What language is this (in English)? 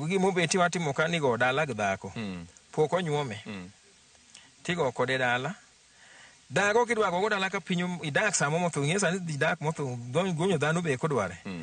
Luo (Kenya and Tanzania)